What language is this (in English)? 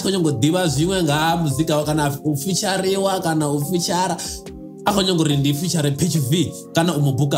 Venda